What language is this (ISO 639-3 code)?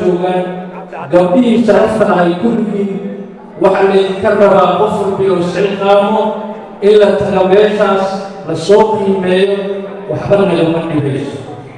som